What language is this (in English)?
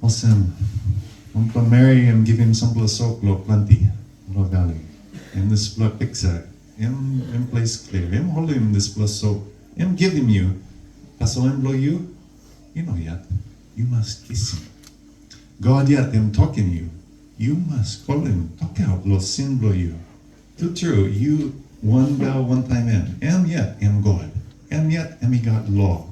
Tok Pisin